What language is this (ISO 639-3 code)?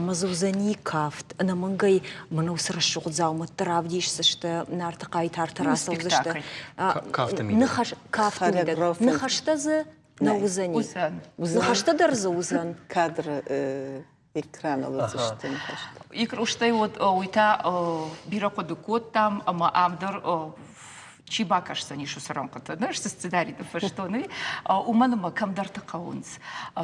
oss